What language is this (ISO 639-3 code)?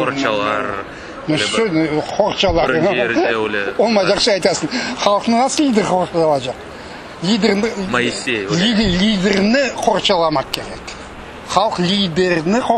crh